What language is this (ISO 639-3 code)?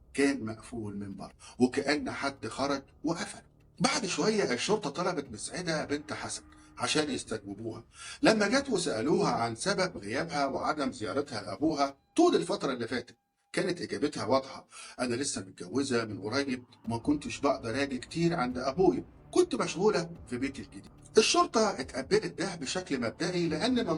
arz